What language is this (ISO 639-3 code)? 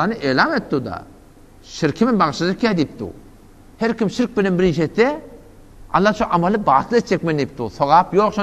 tuk